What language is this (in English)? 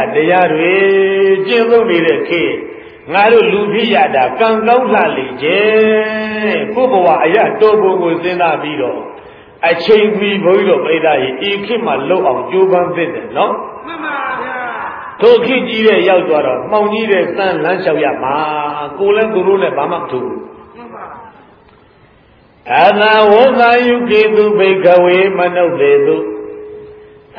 Burmese